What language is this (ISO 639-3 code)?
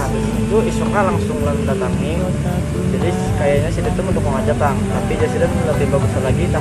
bjn